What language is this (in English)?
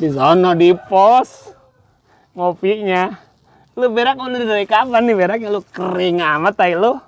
Betawi